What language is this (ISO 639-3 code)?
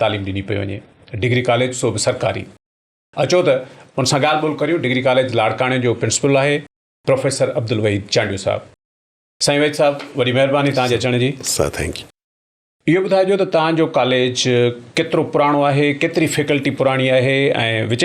snd